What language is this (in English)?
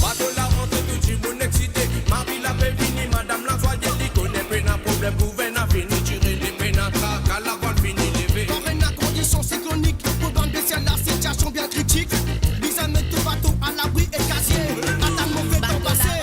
Morisyen